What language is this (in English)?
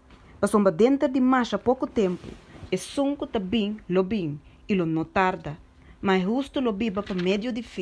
Papiamento